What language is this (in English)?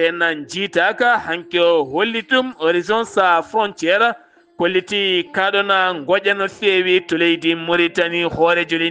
Fula